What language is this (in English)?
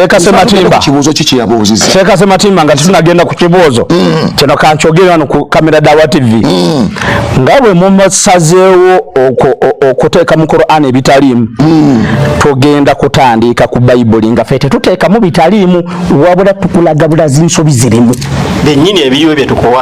Ganda